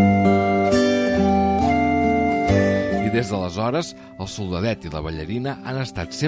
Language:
Catalan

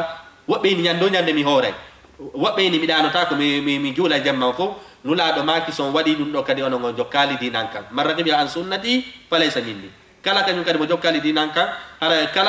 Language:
Fula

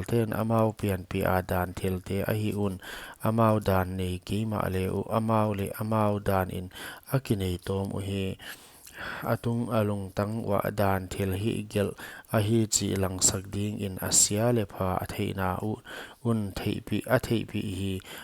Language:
Paite Chin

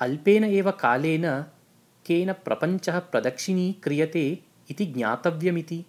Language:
Sanskrit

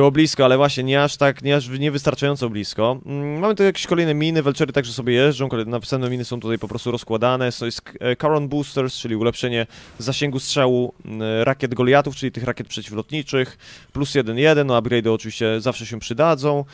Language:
Polish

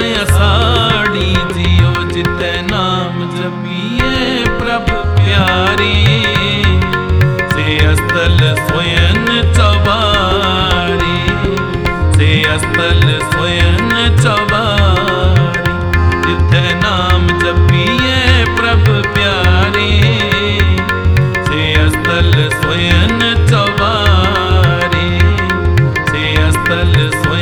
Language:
Punjabi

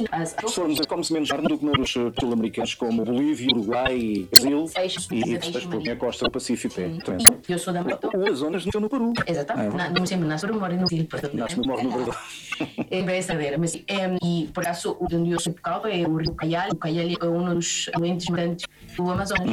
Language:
Portuguese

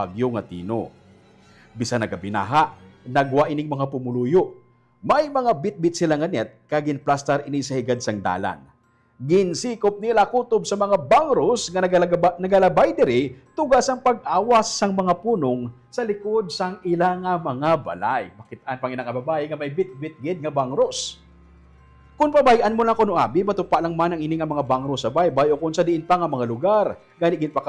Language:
Hiligaynon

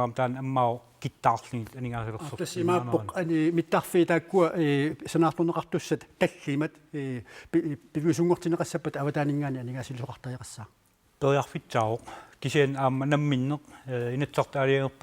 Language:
Kalaallisut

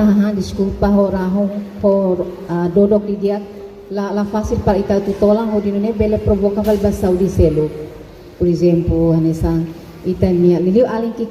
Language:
Tetum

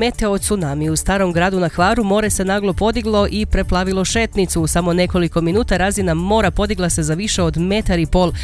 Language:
Croatian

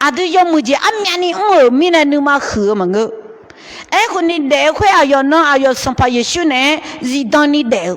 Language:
Akha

